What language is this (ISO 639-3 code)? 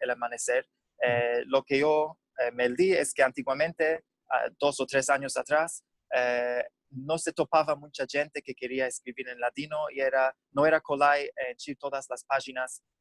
lad